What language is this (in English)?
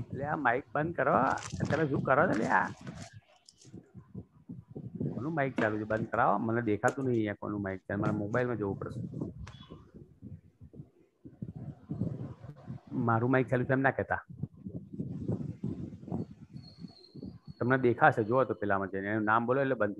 Gujarati